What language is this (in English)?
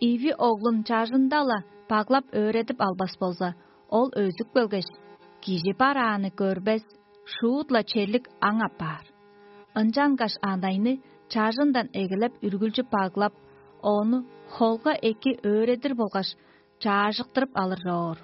Tuvinian